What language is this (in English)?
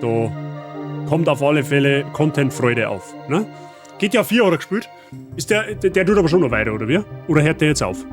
Bavarian